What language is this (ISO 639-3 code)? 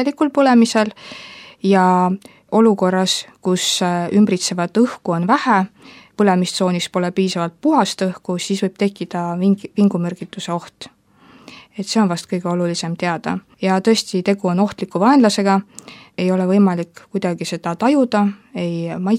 est